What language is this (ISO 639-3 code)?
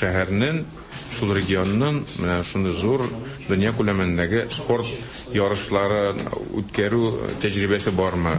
tat